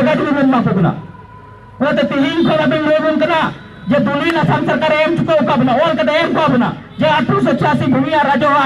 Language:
Santali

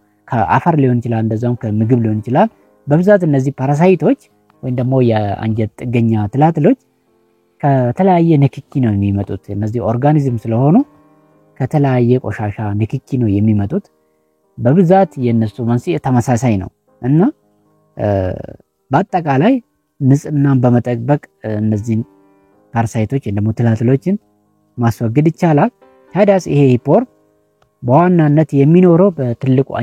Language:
Amharic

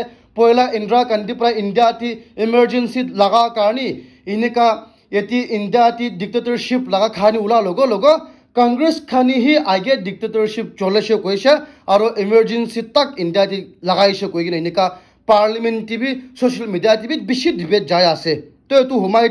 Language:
Naga Pidgin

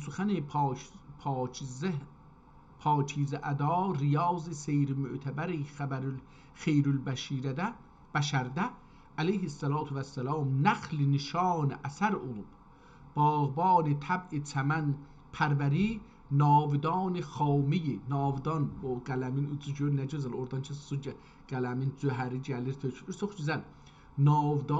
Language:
South Azerbaijani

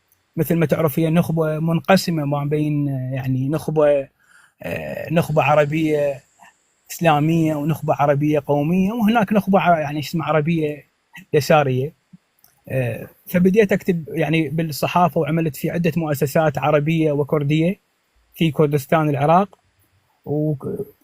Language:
North Levantine Arabic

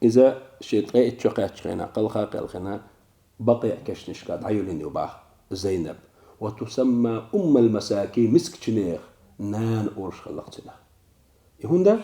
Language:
Chechen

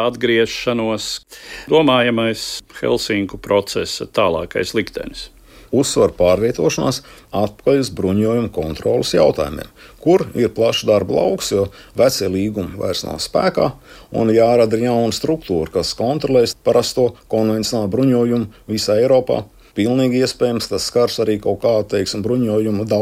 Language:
Latvian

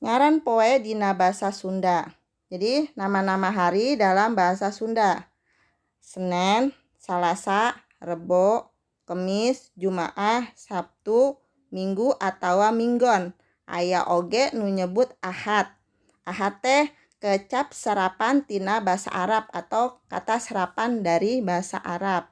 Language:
Sundanese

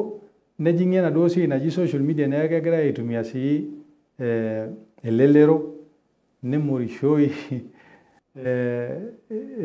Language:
Masai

